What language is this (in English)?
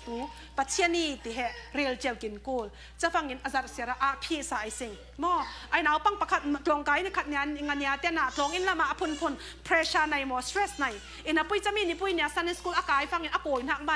Falam Chin